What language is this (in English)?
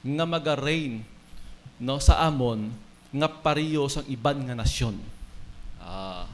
Hiligaynon